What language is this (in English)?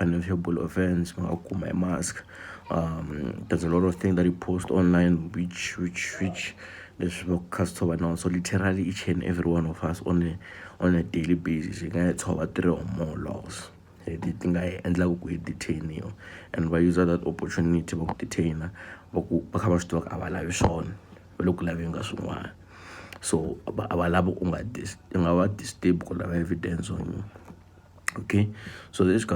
Tsonga